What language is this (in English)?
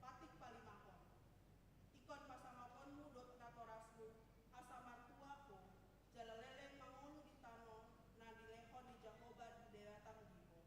Batak Toba